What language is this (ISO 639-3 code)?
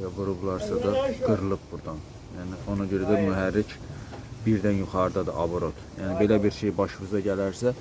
aze